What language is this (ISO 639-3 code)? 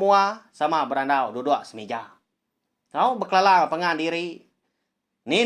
iba